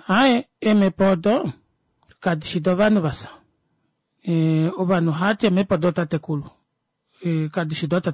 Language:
Kuanyama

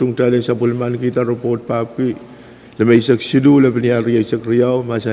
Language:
Pohnpeian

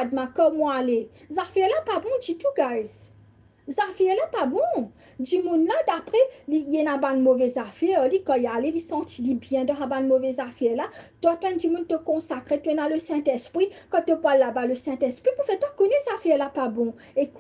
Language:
Morisyen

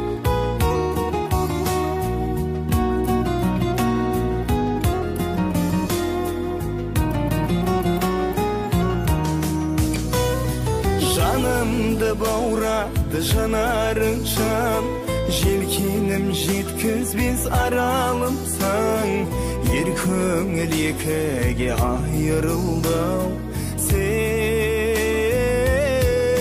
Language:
Kazakh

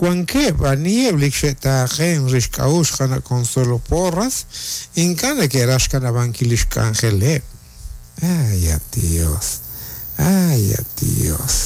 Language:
Kekchí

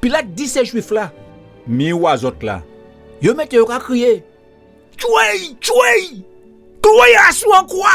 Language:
Guadeloupean Creole French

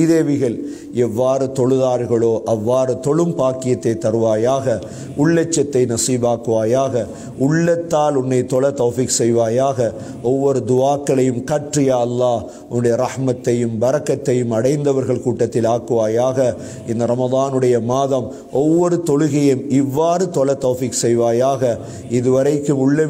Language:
Tamil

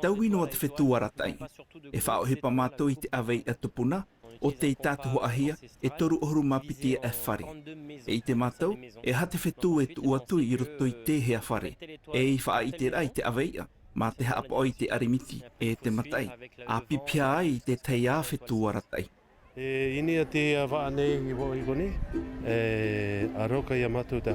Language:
Tahitian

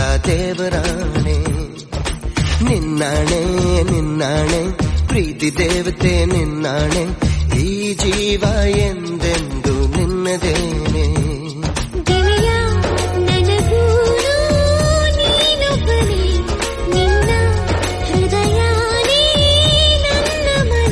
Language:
Kannada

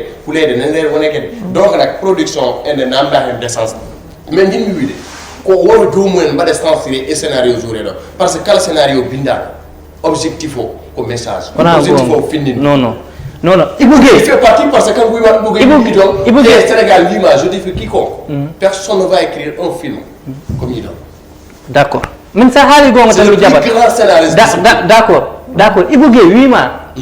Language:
Fula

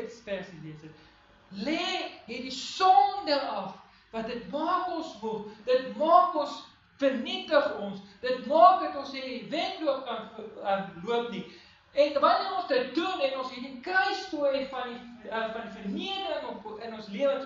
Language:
Afrikaans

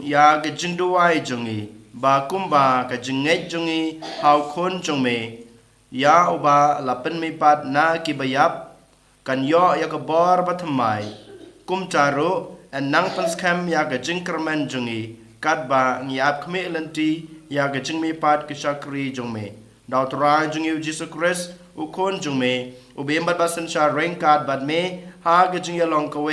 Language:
Khasi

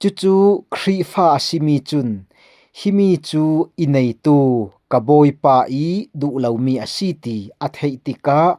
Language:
Falam Chin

